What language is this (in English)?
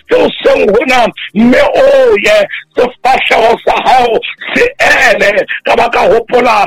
Southern Sotho